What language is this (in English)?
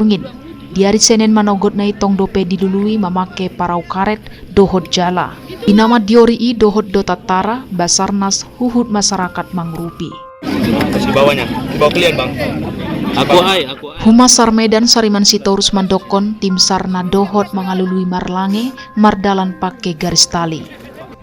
Batak Toba